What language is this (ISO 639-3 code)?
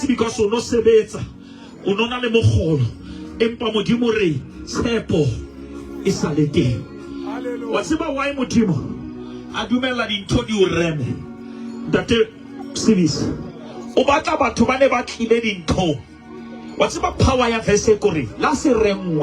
sot